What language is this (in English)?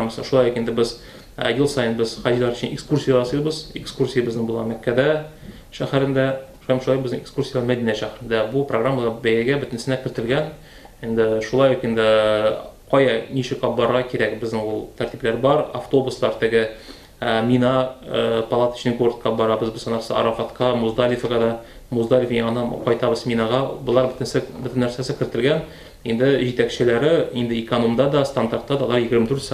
Tatar